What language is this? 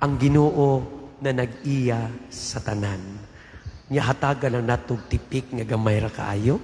Cebuano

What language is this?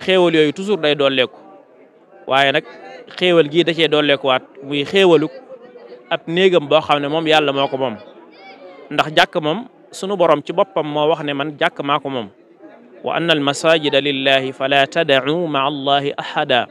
Wolof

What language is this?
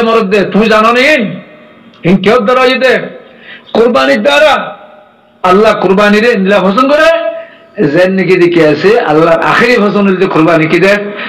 Rohingya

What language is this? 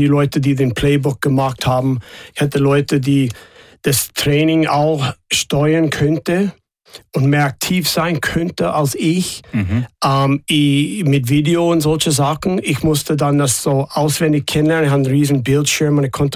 German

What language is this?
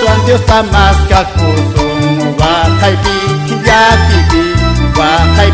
Quechua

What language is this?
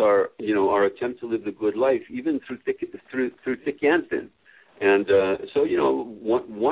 English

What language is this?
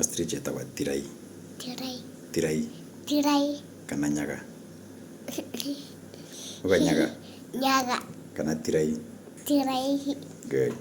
Meru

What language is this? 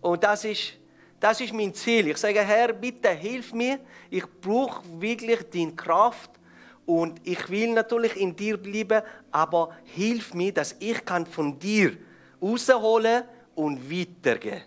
Swiss German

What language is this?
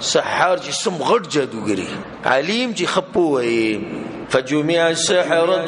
Pashto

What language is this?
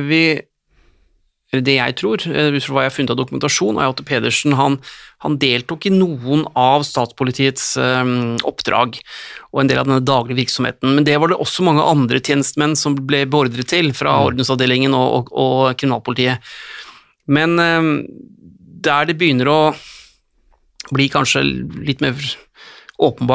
Norwegian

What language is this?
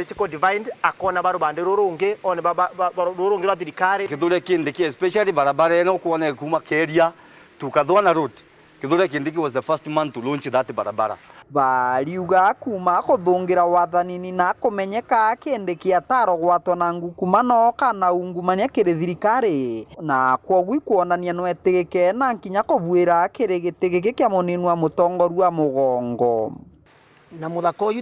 Meru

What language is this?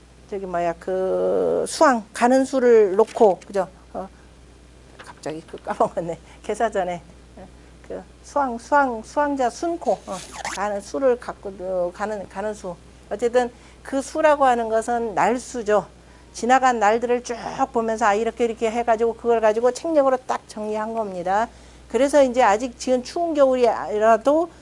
Korean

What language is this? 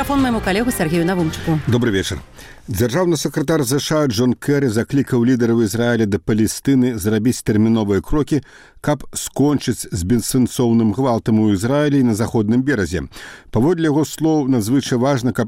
Belarusian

